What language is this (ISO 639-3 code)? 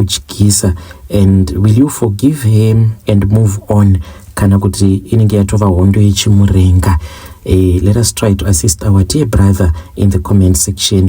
sna